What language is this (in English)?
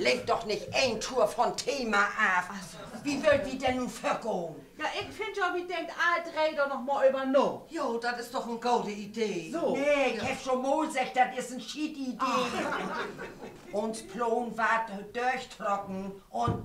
Low German